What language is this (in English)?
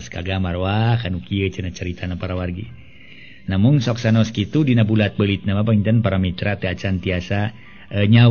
Sundanese